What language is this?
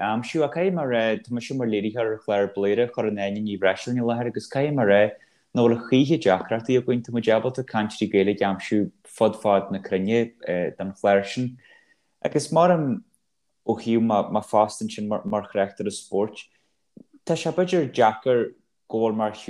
Irish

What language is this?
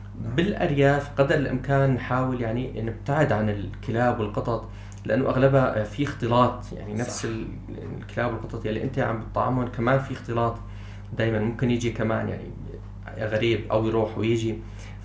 North Levantine Arabic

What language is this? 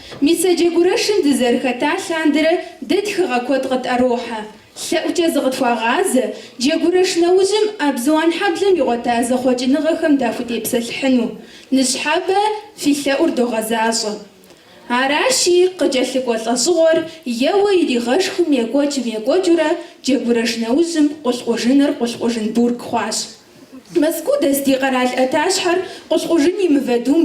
Kabardian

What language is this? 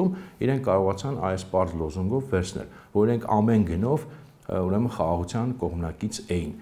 Armenian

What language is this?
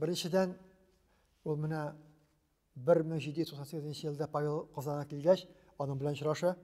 Tatar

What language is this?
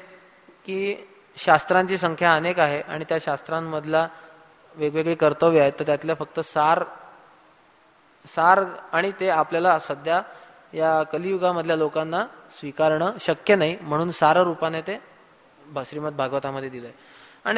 Marathi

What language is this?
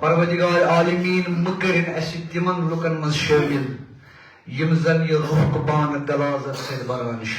Kashmiri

